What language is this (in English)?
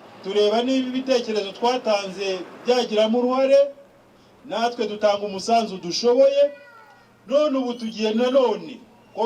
Kinyarwanda